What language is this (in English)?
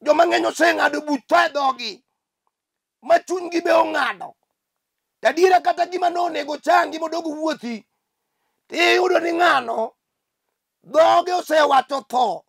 Luo (Kenya and Tanzania)